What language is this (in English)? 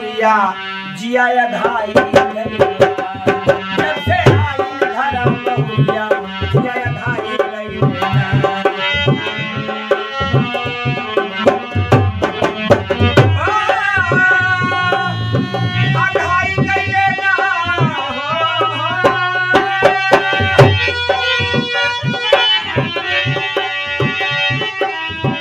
Bhojpuri